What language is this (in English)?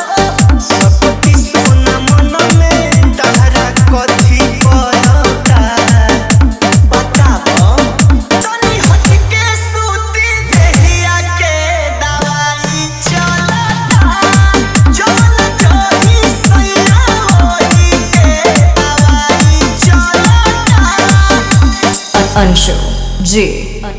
Bhojpuri